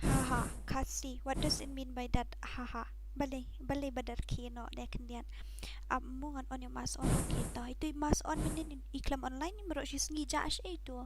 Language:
Khasi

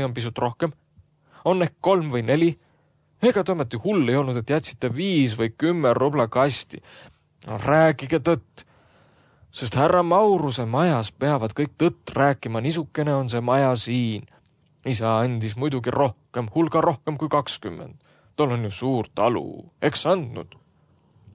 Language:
Estonian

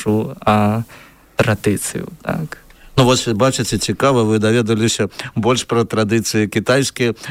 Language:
Belarusian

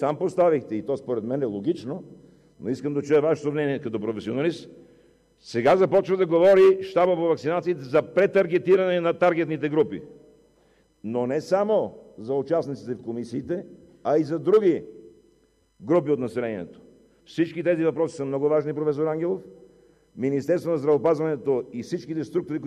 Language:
Bulgarian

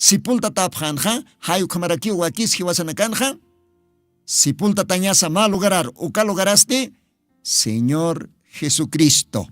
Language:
Aymara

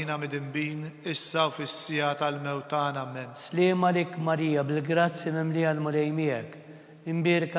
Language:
Maltese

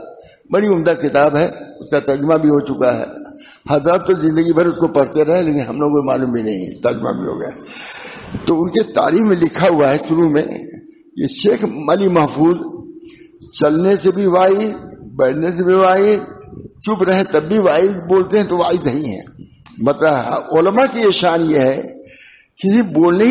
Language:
Urdu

